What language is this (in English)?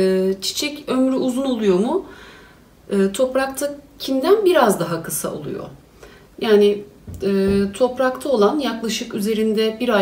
Turkish